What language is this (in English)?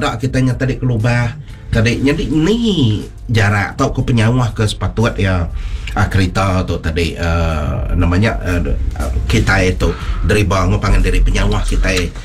Iban